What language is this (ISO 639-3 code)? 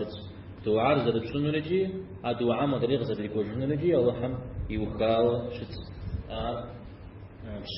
kbd